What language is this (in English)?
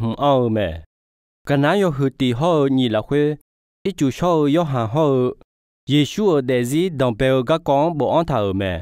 Akha